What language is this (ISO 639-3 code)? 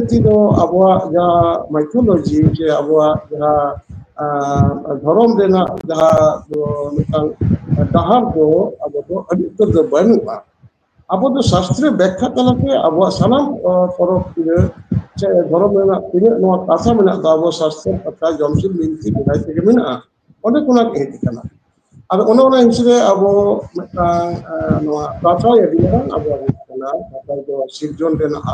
sat